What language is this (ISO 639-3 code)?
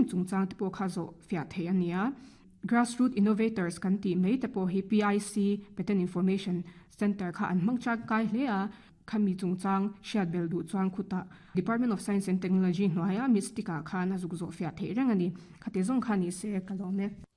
lus